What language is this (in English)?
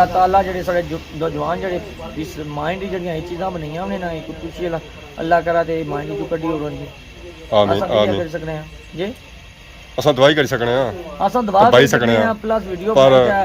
Pahari-Potwari